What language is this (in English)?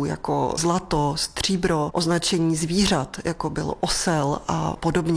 Czech